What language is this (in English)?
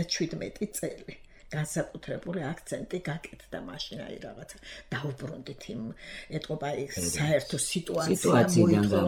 Georgian